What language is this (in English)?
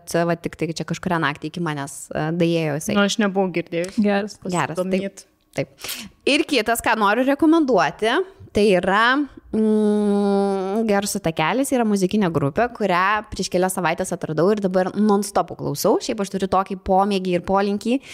Lithuanian